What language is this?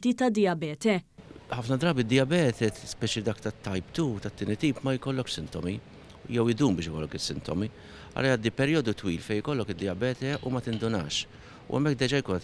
Maltese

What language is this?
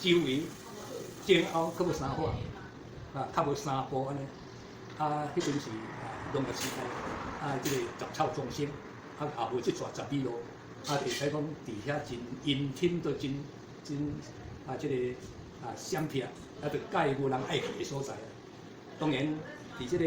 Min Nan Chinese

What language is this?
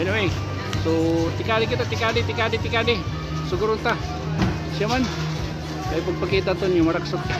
Waray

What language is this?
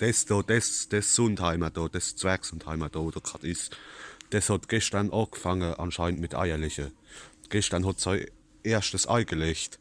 Palatine German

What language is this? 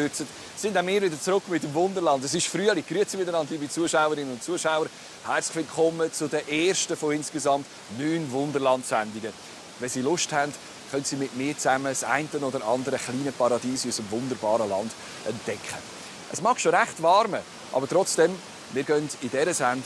Swiss German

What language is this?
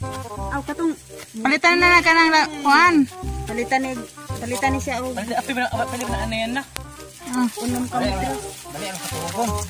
Cebuano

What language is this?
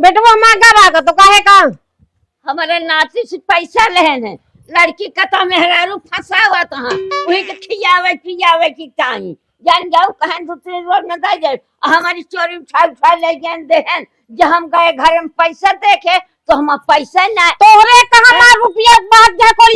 Awadhi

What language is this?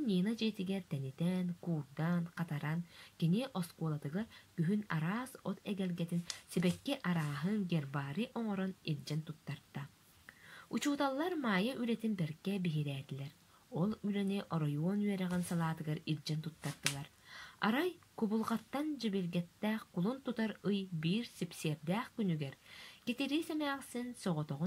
Yakut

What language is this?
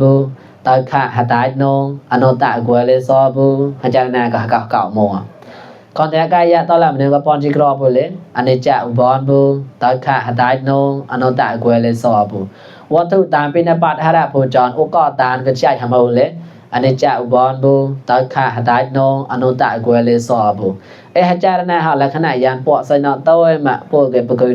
Mon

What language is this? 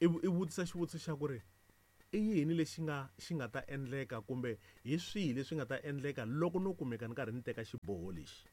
Tsonga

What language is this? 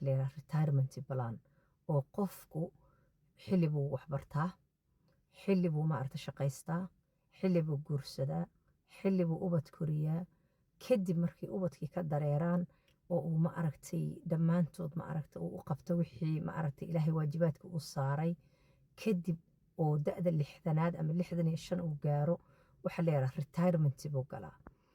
Somali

